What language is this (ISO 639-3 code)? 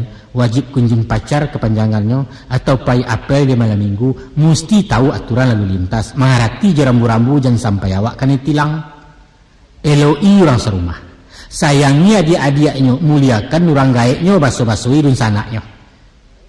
min